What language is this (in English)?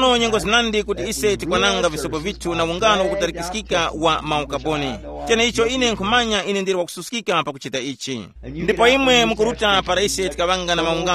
Tumbuka